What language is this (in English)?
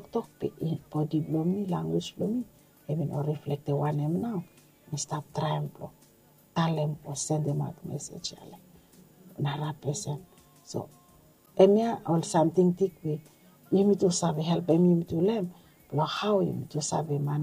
Bislama